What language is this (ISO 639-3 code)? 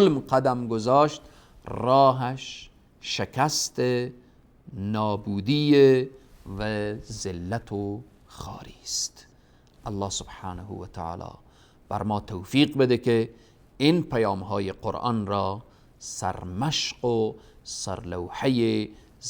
fas